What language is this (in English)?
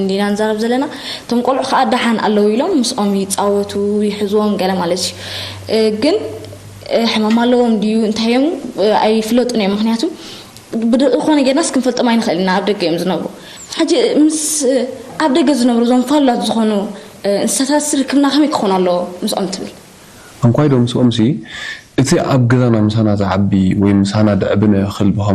Tigrinya